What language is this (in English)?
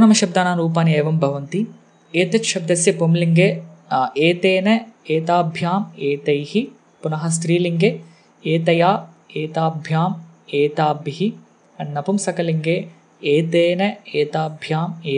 Sanskrit